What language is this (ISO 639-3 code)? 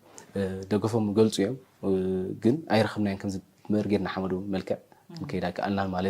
tir